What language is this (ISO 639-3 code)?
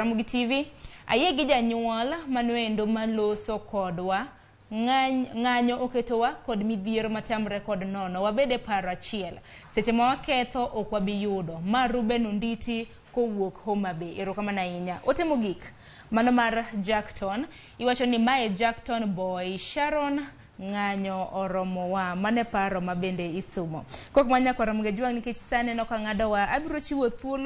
luo